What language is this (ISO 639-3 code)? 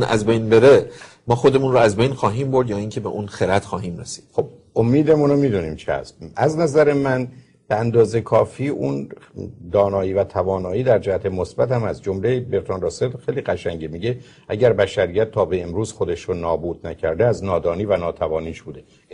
fas